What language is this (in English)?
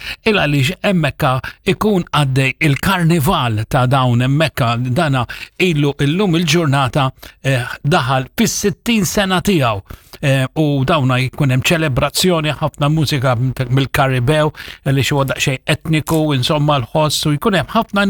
Maltese